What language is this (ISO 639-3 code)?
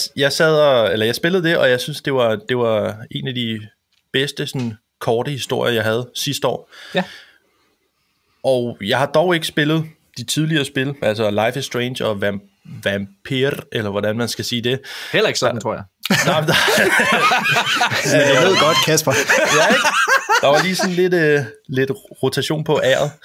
dan